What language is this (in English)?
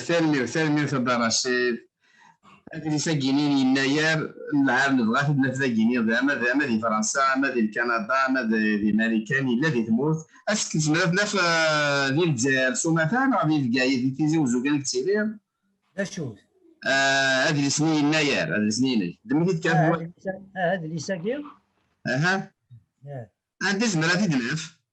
Kabyle